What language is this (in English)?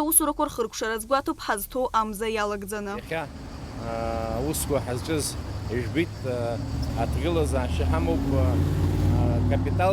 Abkhazian